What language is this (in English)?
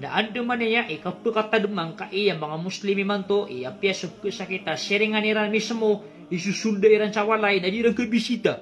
Maranao